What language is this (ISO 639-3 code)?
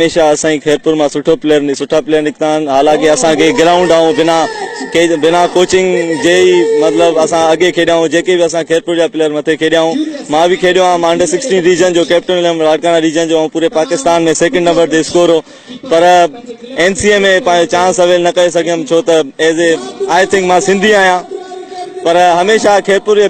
snd